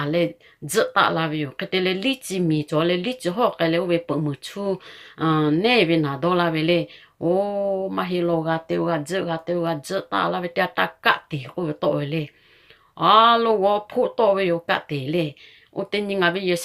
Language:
Lahu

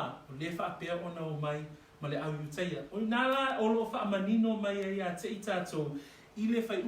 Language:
Samoan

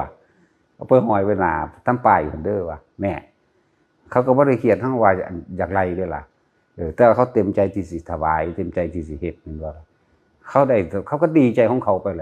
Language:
Northeastern Thai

